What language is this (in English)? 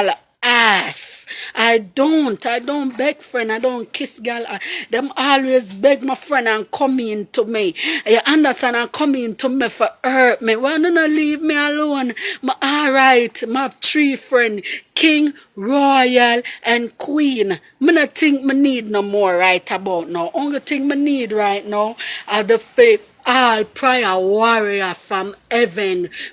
Jamaican Creole English